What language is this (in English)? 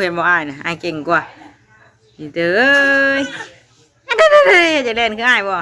Northeastern Thai